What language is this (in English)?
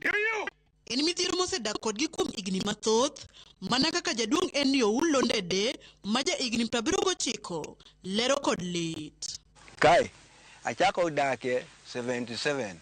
Luo (Kenya and Tanzania)